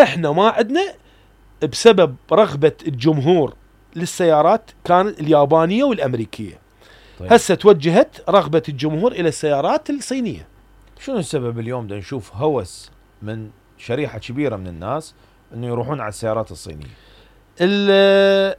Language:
Mesopotamian Arabic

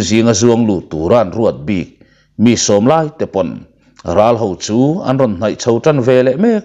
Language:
Mizo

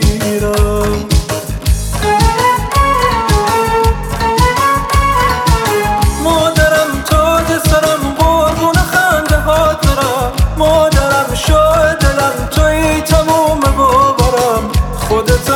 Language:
Persian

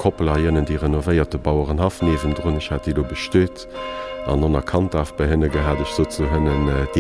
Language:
Luxembourgish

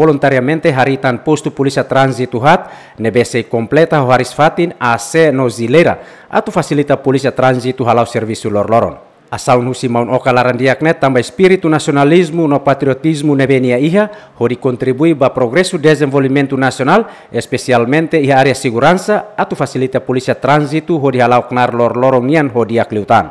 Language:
Tetum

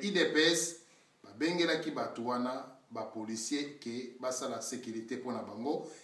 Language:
Lingala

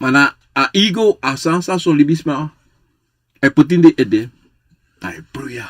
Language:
Sranan Tongo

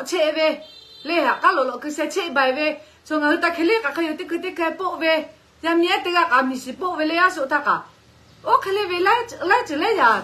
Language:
Lahu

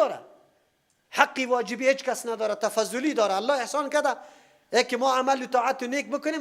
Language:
Persian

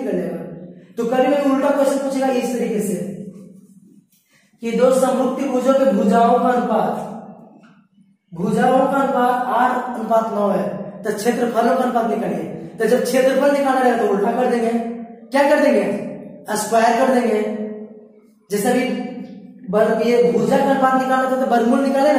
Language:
Hindi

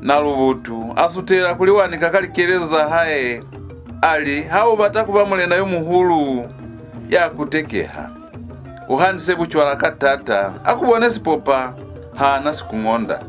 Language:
Lozi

